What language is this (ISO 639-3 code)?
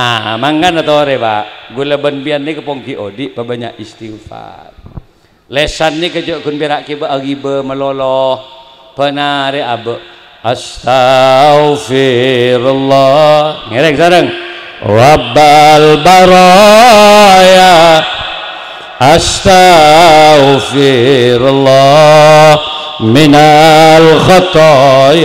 mad